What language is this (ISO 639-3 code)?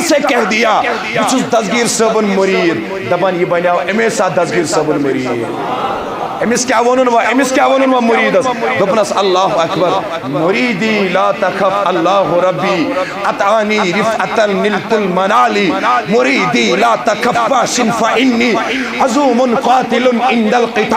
kas